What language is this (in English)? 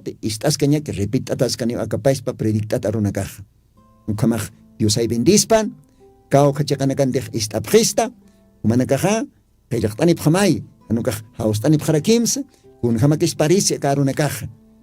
Aymara